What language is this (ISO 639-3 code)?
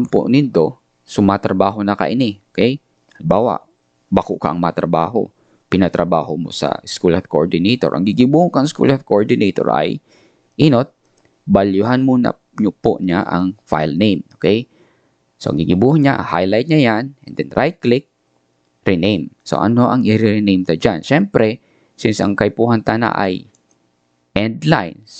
bik